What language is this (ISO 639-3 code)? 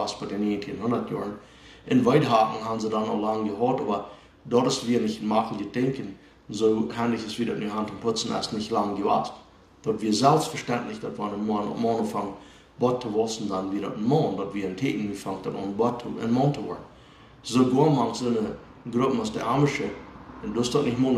pdt